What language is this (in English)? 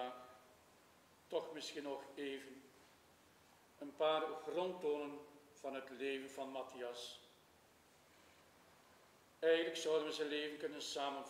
Dutch